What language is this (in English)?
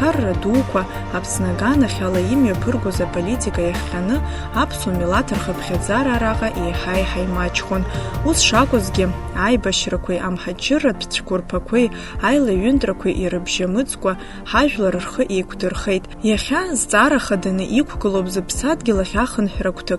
Abkhazian